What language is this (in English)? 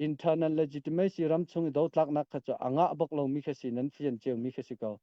Hakha Chin